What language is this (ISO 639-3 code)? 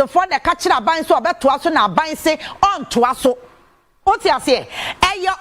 aka